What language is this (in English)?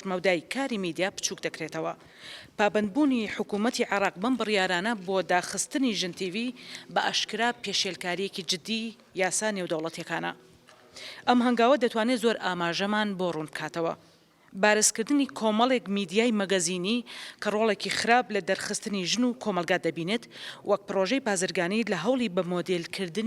Central Kurdish